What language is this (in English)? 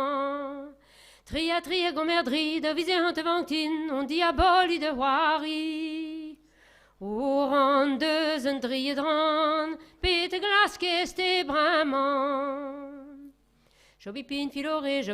Breton